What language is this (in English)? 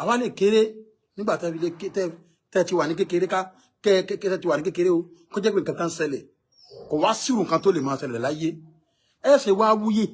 Yoruba